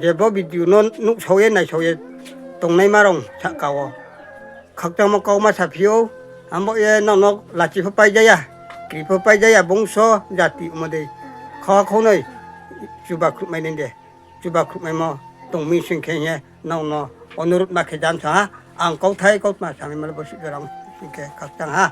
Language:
Riang (India)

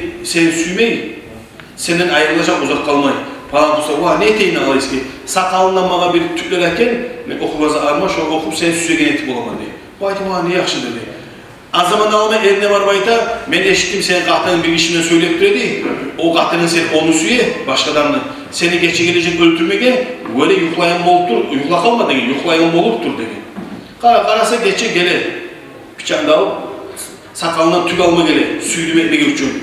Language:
Kumyk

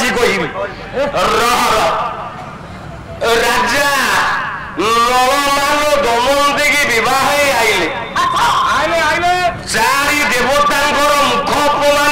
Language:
Odia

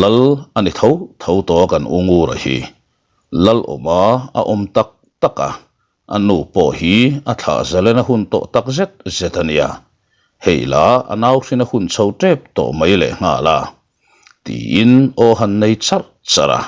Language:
Mizo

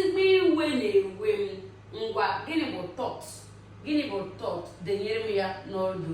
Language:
Igbo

